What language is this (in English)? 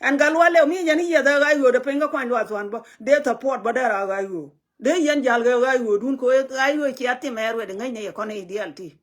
Nuer